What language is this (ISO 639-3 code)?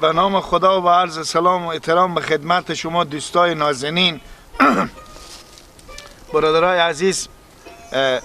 fas